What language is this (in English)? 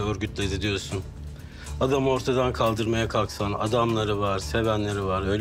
Turkish